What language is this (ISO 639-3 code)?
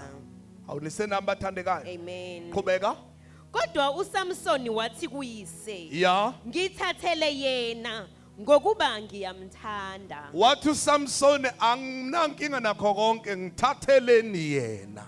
zul